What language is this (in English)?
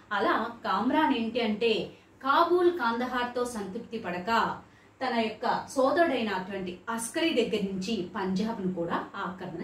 Telugu